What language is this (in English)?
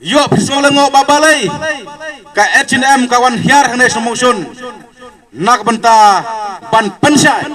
Khasi